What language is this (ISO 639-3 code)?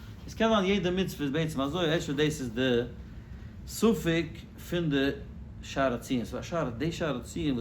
yid